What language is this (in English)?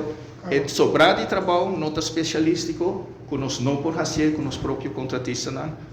Papiamento